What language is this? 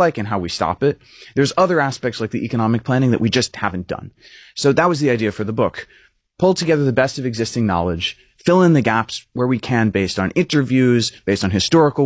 English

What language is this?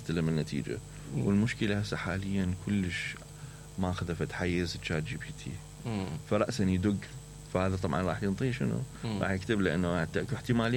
Mesopotamian Arabic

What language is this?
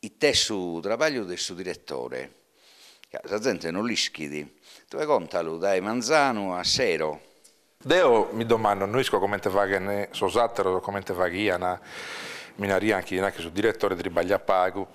Sardinian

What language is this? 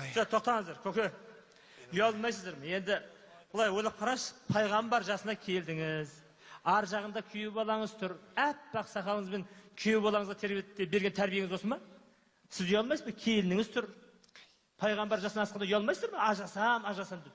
Kazakh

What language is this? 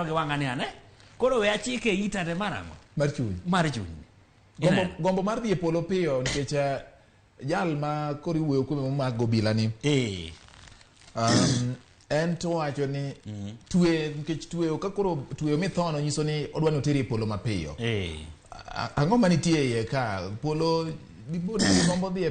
Luo (Kenya and Tanzania)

